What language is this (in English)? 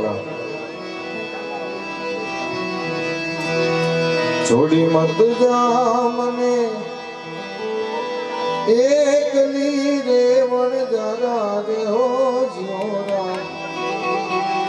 Gujarati